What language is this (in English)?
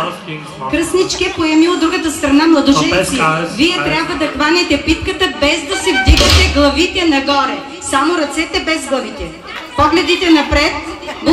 Bulgarian